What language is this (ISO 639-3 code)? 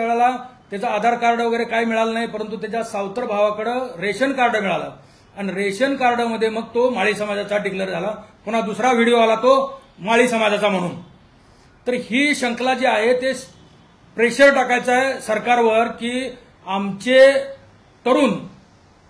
mar